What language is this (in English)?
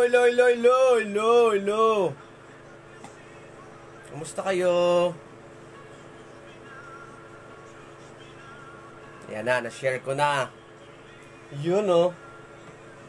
Filipino